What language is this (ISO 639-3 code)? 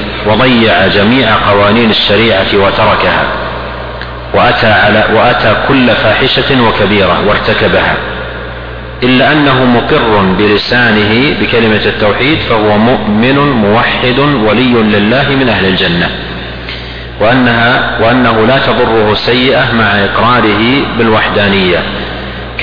ara